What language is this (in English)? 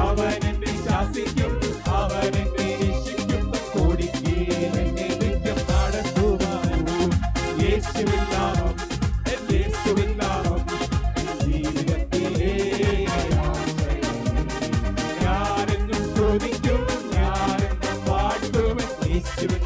Malayalam